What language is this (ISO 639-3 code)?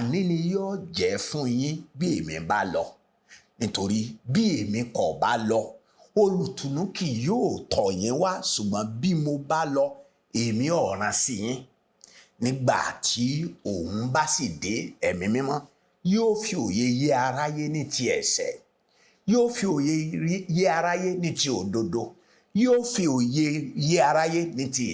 yor